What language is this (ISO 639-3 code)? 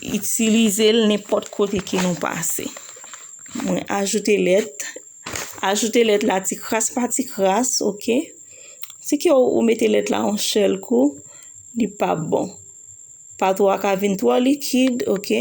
hat